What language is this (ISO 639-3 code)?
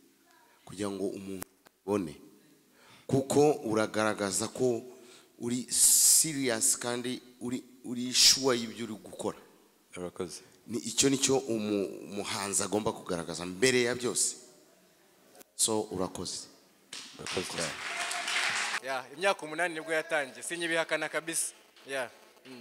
kin